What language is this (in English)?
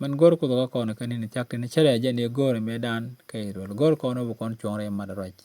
Nuer